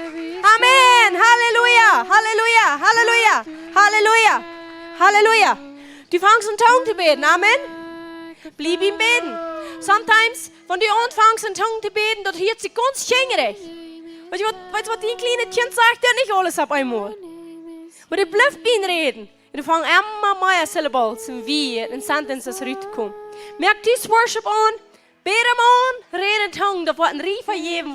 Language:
Plautdietsch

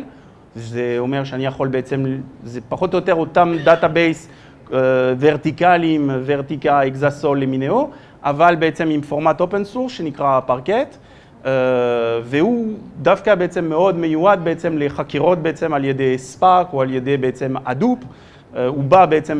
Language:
Hebrew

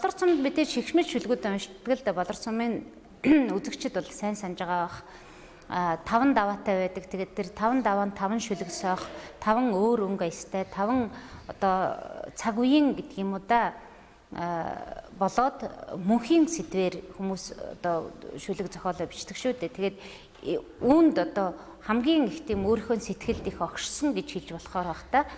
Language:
Mongolian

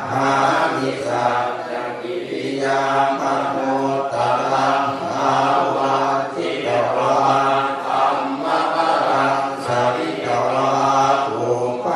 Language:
Pali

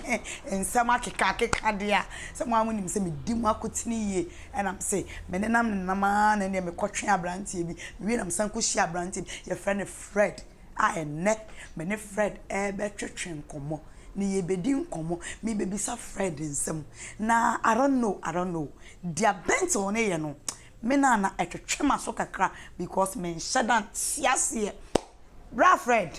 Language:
Akan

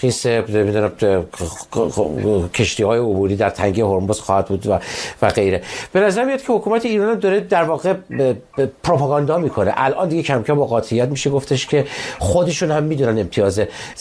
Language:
Persian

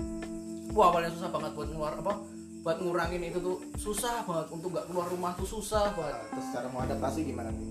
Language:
Indonesian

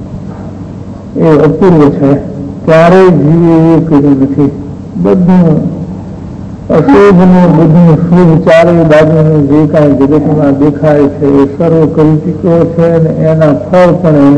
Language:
Gujarati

